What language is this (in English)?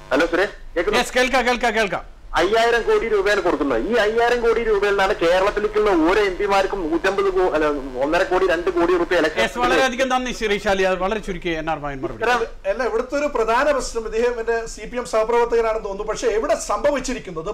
Malayalam